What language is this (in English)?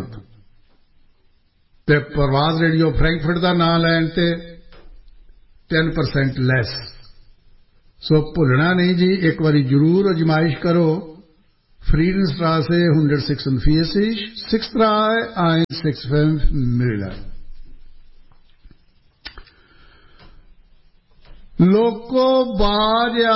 Punjabi